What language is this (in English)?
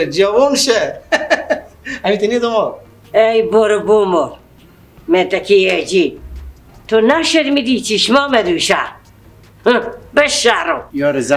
Persian